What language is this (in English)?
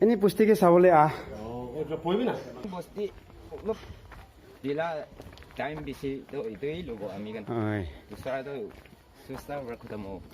Naga Pidgin